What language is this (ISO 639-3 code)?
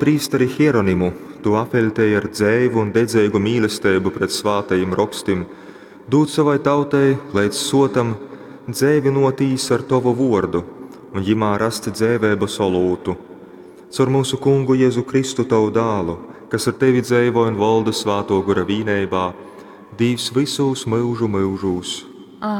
ltg